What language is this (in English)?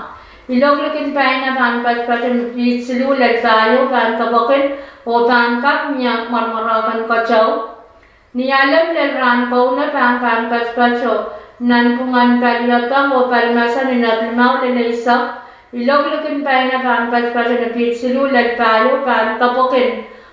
Pohnpeian